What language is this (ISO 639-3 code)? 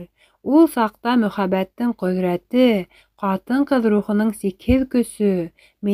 bak